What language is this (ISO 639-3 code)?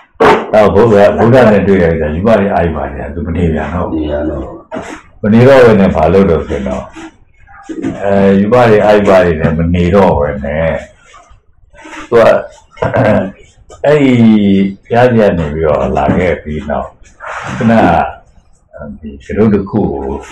mya